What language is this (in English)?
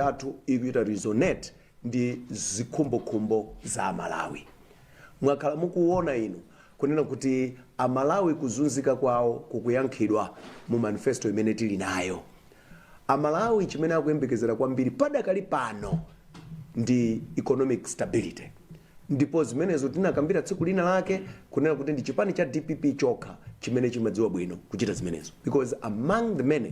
Nyanja